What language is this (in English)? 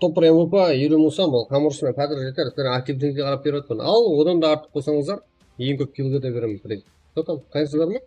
Kara-Kalpak